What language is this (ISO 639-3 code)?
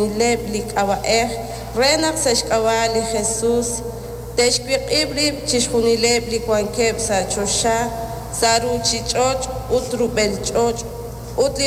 kek